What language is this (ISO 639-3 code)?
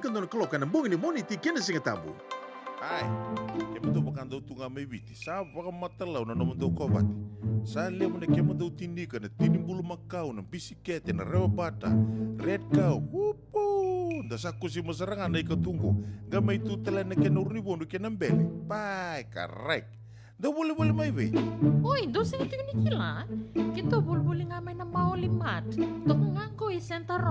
fij